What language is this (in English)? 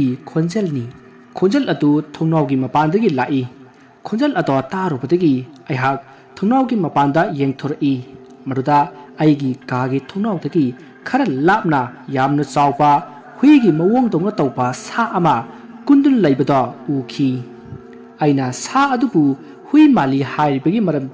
Manipuri